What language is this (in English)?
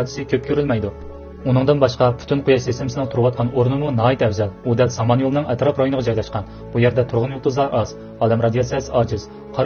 Uyghur